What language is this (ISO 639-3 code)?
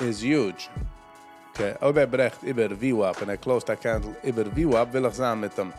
yid